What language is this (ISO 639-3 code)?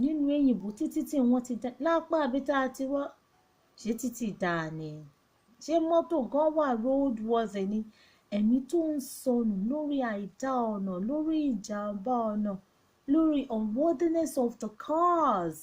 yor